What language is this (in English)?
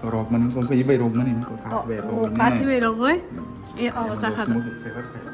Kok Borok